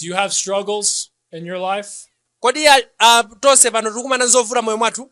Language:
Nyanja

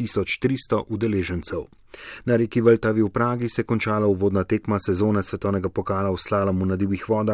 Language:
Slovenian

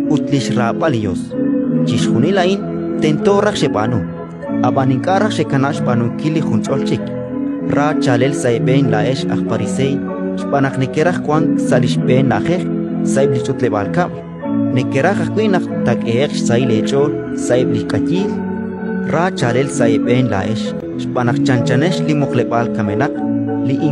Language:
Kekchí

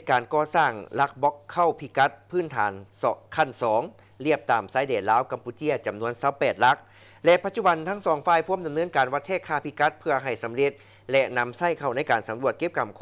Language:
Lao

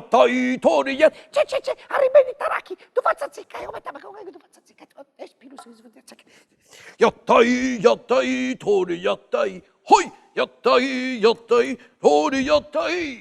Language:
Sardinian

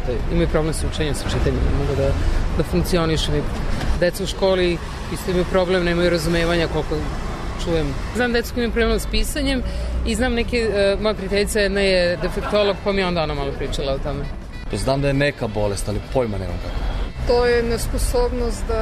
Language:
Serbian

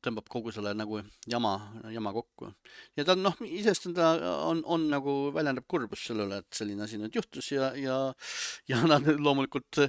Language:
Estonian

